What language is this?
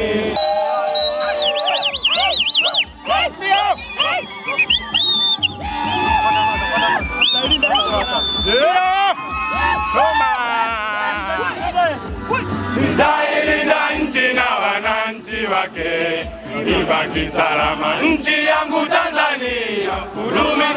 Swahili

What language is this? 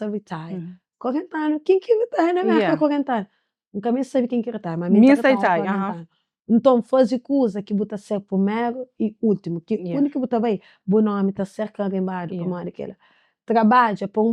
Kabuverdianu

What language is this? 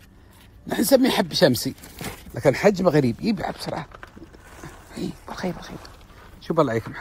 Gulf Arabic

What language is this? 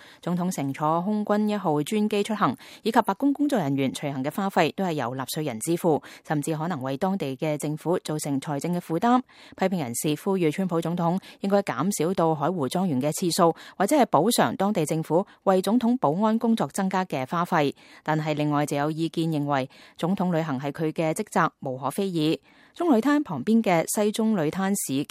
Cantonese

